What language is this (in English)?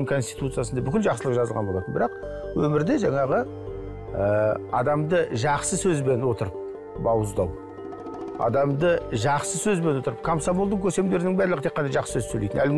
Kazakh